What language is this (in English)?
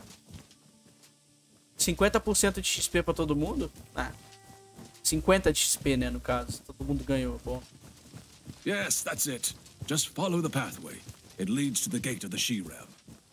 Portuguese